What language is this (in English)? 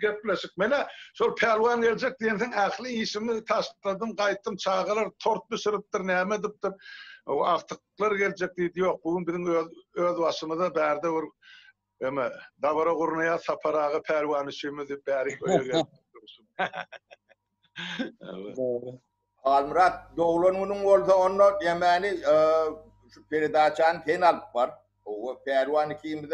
Turkmen